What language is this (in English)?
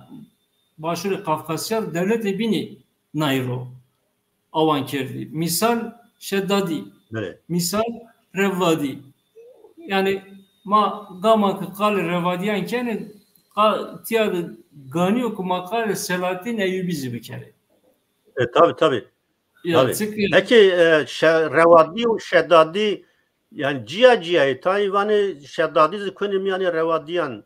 Zaza